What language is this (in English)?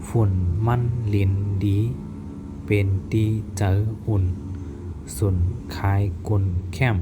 Shan